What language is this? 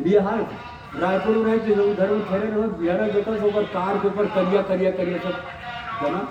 Chhattisgarhi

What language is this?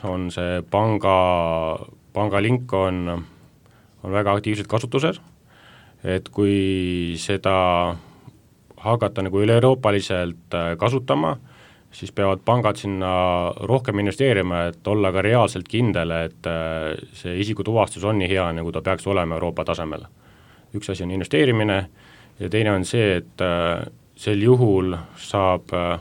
Estonian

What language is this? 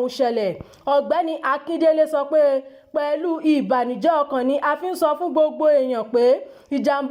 Yoruba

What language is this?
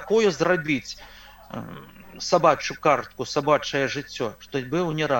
Belarusian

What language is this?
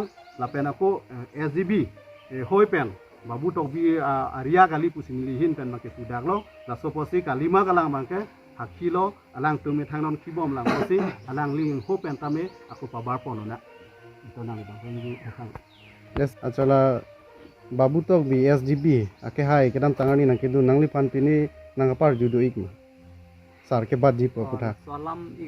Karbi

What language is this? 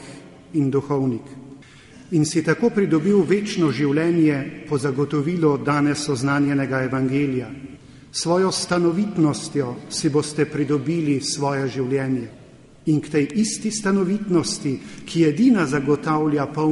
Slovenian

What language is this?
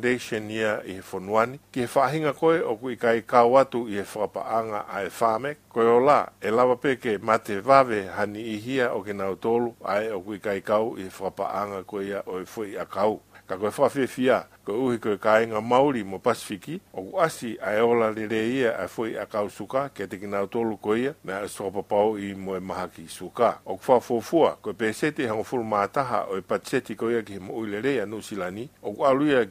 Tongan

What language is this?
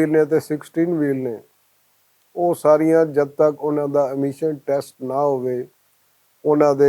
Western Panjabi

